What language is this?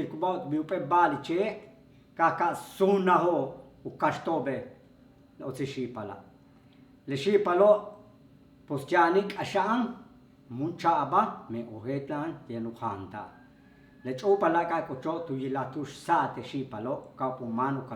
Yucateco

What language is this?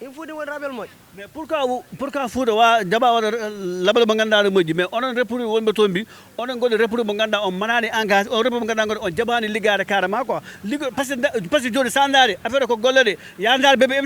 Fula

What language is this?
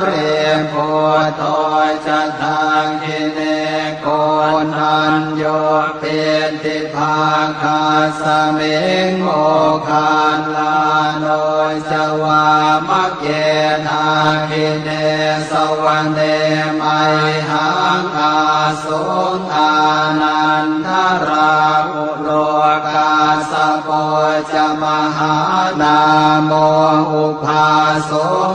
Pali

